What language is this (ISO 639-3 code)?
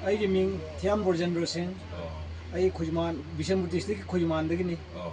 mni